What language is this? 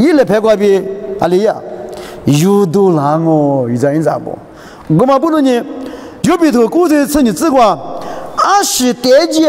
Lisu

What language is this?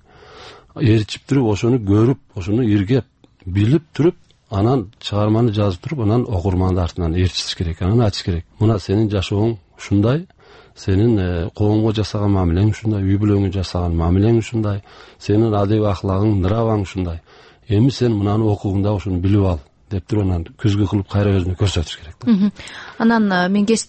Kyrgyz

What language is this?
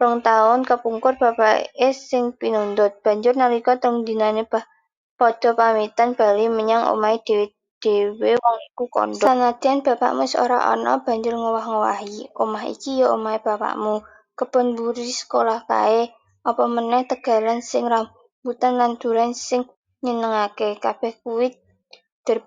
Javanese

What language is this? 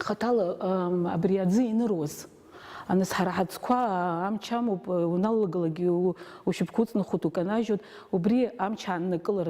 Abkhazian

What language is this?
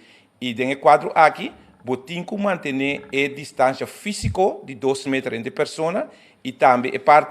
Papiamento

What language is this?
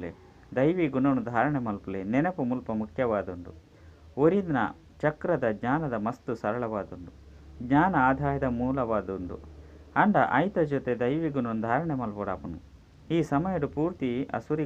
Tulu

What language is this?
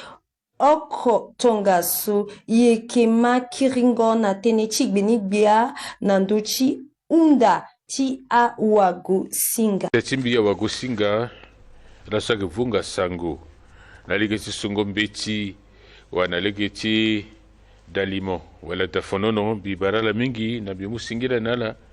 Sango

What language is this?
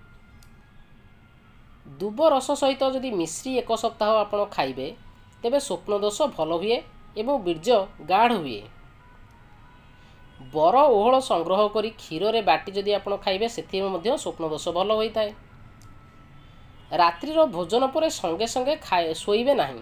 Odia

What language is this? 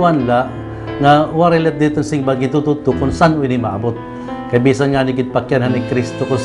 Waray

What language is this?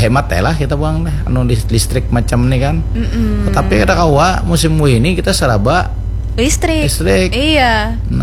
Banjar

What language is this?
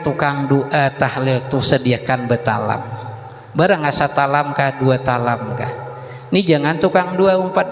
Banjar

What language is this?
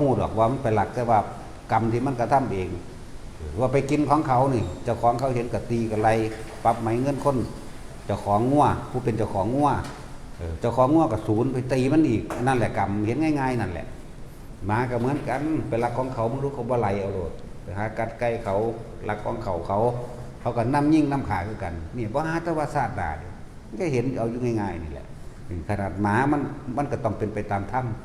Northeastern Thai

